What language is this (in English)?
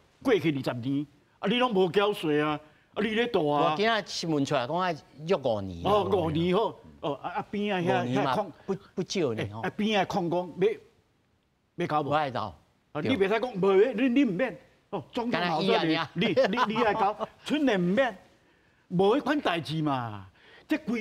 Min Nan Chinese